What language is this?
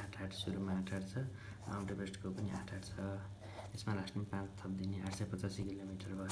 Nepali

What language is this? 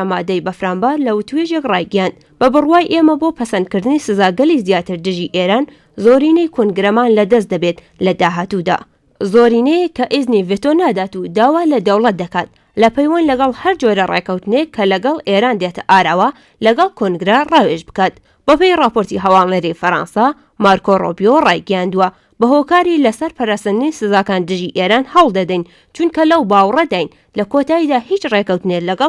Central Kurdish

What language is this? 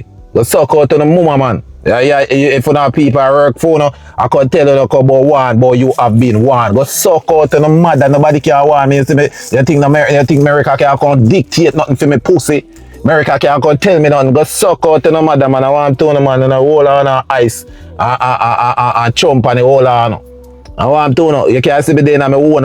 Jamaican Creole English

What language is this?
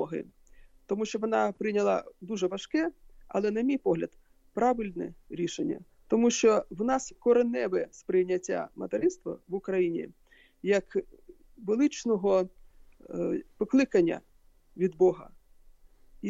Ukrainian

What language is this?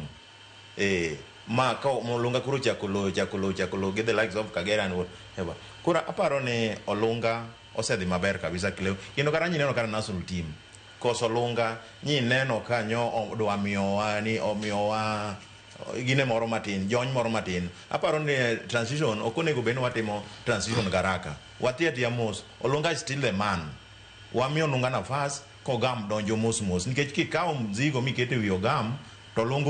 Luo (Kenya and Tanzania)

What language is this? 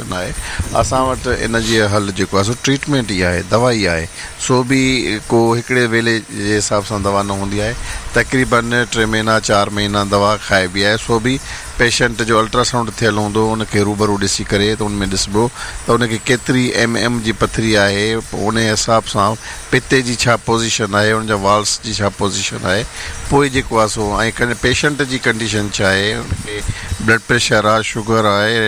Sindhi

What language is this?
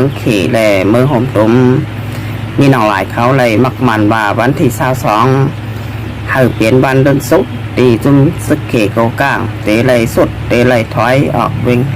Shan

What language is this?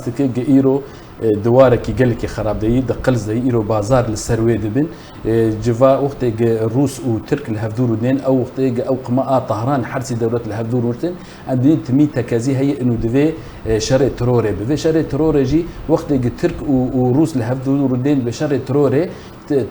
Kurdish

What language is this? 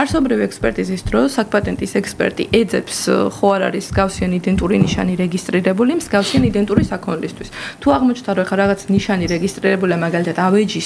Georgian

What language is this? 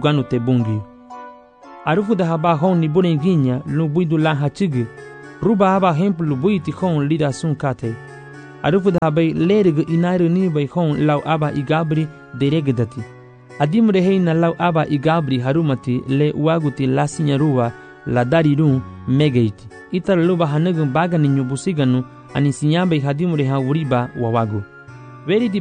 Garifuna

